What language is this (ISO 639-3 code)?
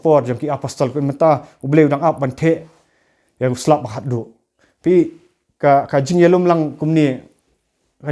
kha